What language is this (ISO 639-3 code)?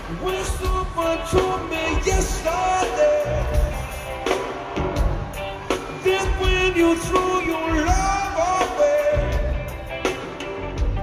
eng